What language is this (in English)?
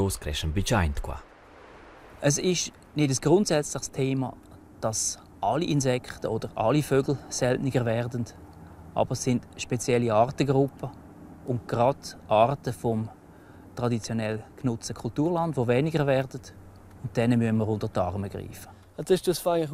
Romansh